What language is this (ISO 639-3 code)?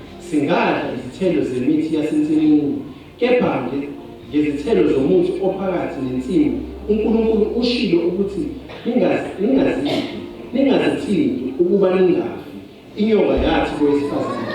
zul